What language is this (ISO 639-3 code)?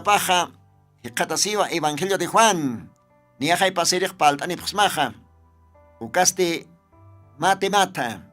aym